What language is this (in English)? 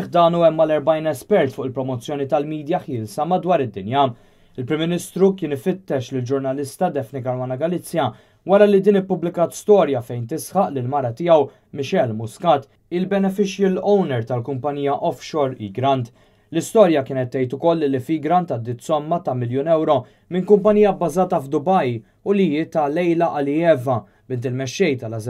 Maltese